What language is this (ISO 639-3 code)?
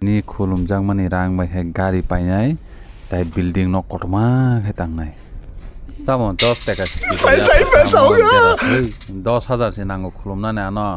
trp